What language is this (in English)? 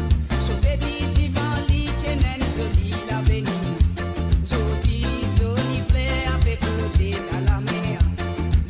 Morisyen